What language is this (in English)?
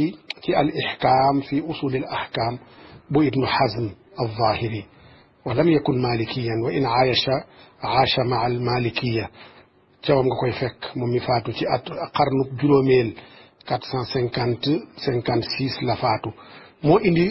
Wolof